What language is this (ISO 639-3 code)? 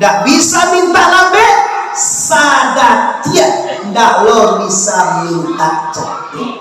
min